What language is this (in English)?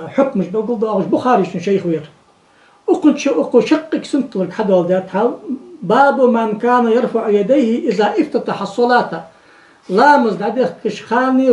Ingush